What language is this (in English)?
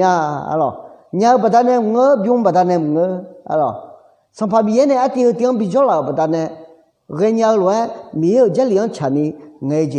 Akha